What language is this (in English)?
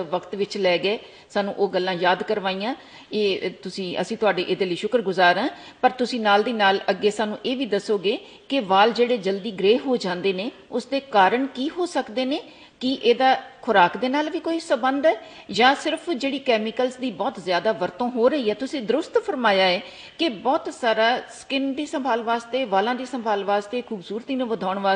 Punjabi